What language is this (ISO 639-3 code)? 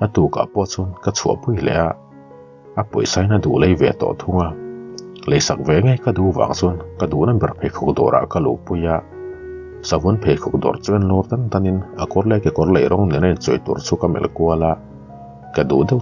lus